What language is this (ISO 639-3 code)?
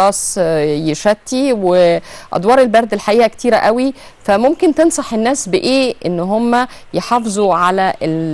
arz